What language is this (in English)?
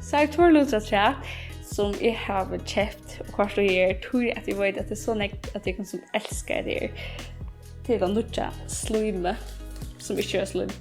Faroese